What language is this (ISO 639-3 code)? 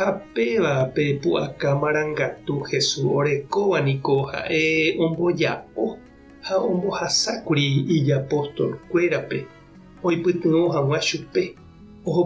grn